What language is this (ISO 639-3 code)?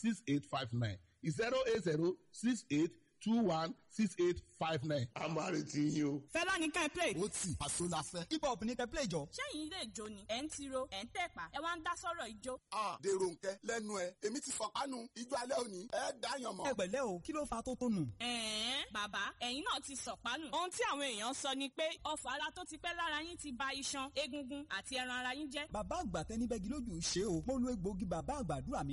yor